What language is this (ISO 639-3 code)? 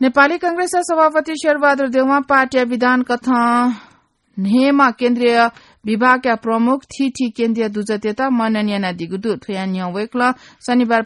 new